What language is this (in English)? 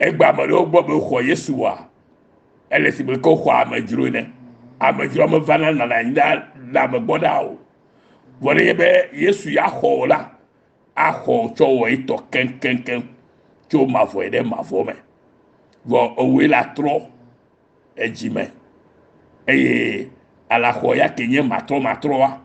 Ewe